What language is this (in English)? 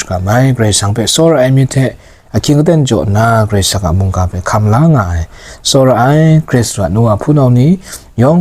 Kachin